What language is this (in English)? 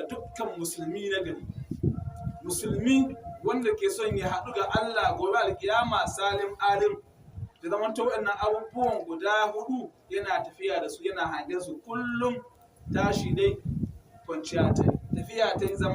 Hausa